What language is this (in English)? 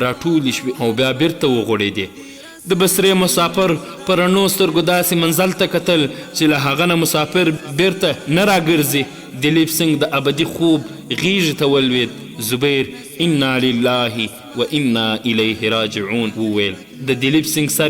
Pashto